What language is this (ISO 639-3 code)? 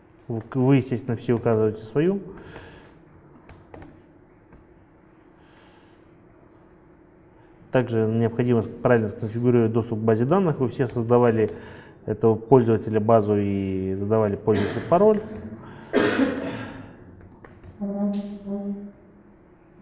rus